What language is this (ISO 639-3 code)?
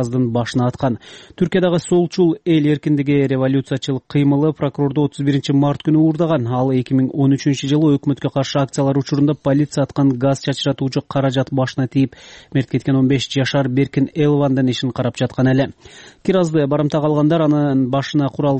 kir